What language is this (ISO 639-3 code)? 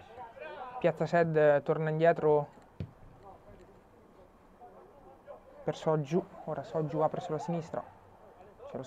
ita